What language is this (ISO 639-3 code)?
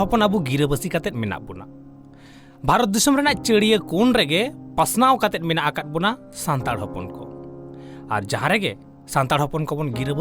sat